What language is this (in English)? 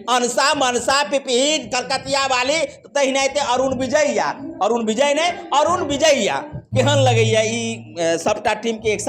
Maithili